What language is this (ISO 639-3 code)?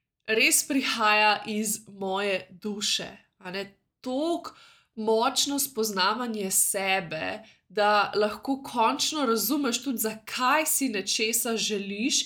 slv